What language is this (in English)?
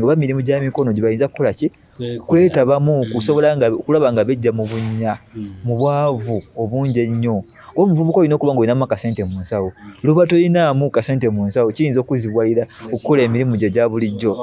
Ganda